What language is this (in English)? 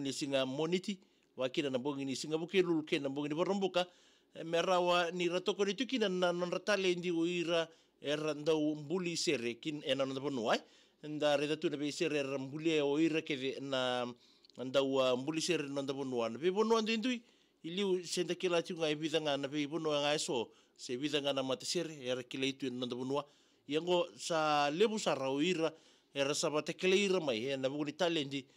Fijian